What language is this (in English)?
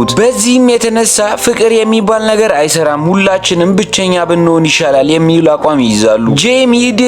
Amharic